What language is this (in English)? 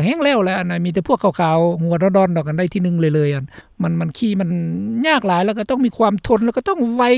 Lao